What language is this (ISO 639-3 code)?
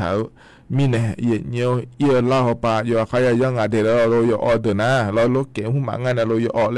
tha